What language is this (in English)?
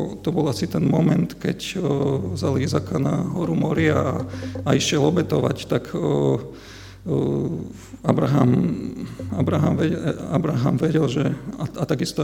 Slovak